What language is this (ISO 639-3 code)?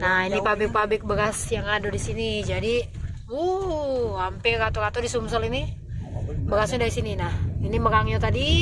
mui